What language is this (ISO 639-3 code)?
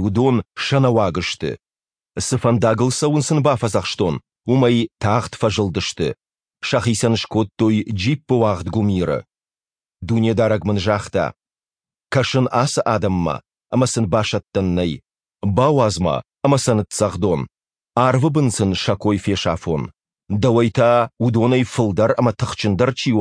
oss